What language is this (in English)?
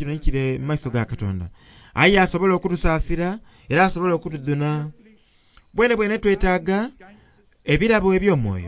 Soga